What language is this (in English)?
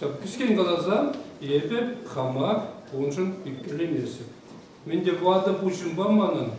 Chuvash